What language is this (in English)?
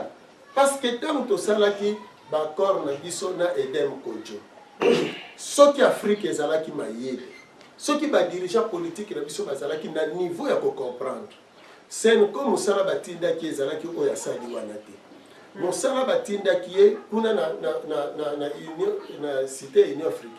Lingala